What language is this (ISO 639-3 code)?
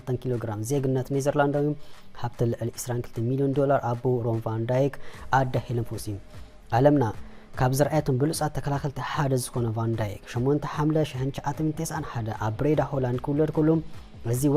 tir